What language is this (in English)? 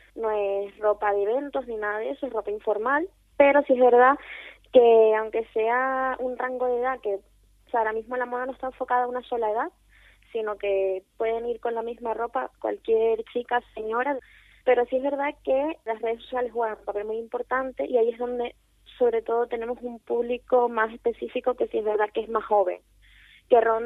Spanish